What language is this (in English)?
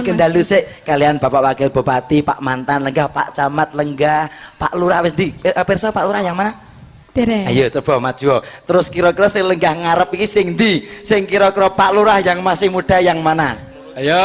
Javanese